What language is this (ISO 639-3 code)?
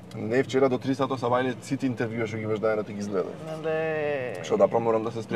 mkd